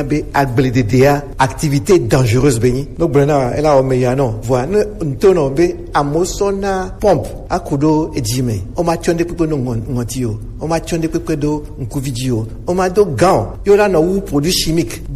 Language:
Gen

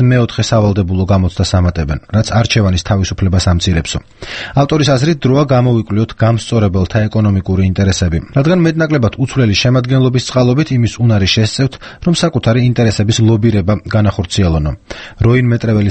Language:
Georgian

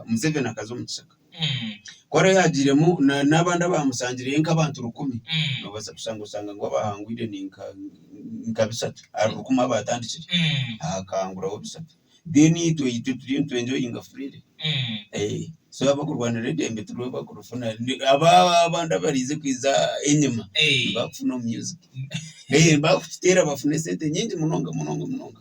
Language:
Nyankole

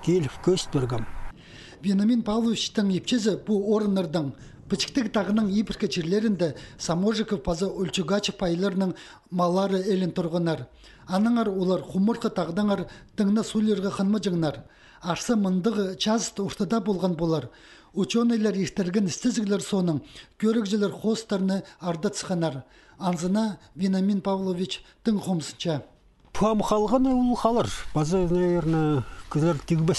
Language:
Khakas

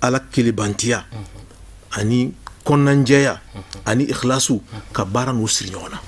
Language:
Bambara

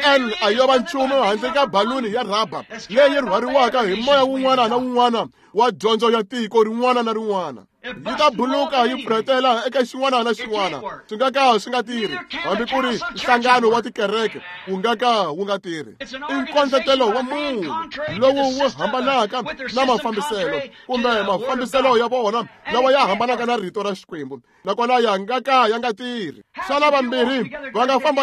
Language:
Tsonga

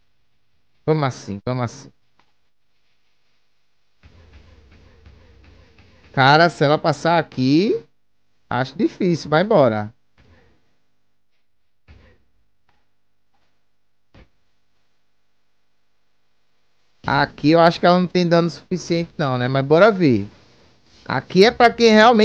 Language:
Portuguese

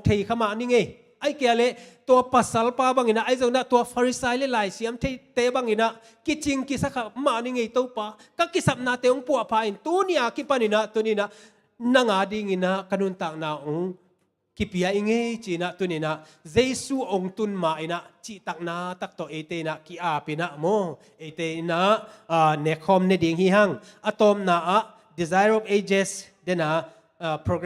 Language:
Tedim Chin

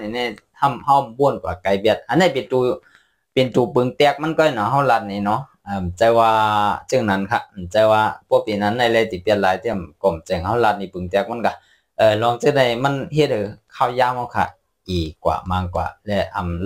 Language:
Shan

